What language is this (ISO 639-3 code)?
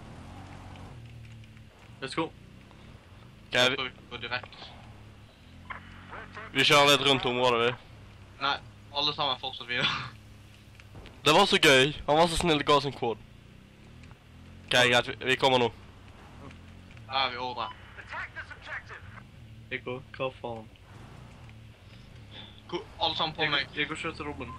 nor